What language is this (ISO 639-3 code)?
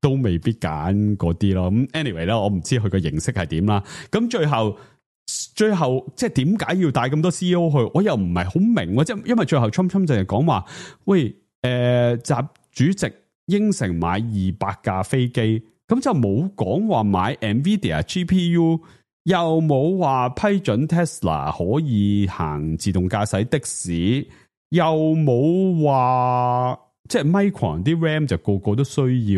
yue